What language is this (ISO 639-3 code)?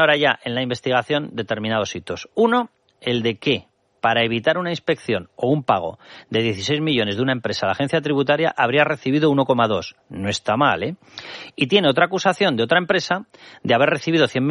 spa